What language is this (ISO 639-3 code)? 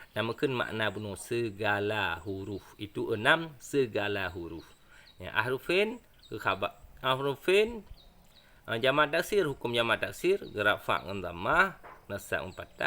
ace